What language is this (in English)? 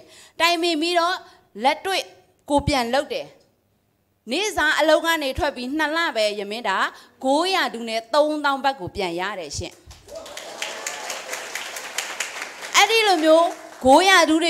Burmese